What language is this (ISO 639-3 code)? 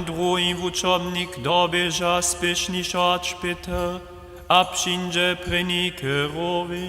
hsb